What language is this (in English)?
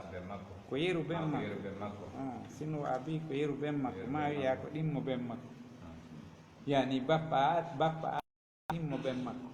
Pular